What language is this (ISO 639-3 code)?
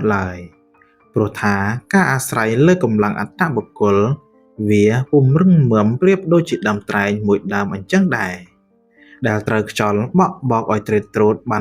khm